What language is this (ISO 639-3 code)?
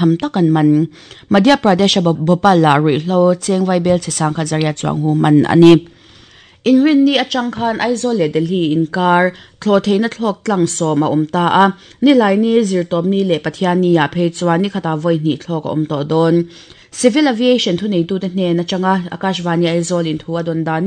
lus